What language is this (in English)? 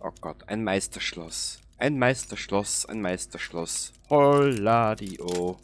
Bavarian